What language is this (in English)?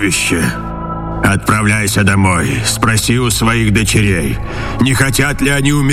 Russian